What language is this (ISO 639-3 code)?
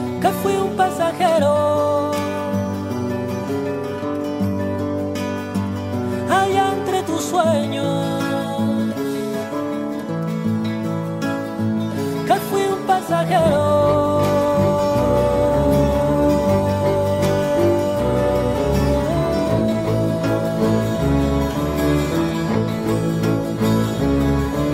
spa